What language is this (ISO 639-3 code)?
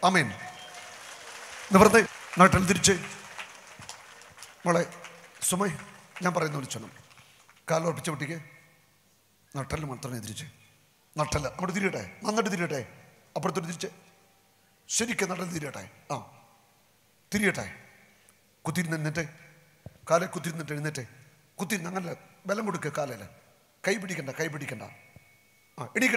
mal